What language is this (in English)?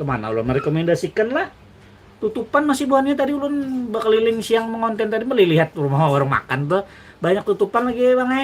Banjar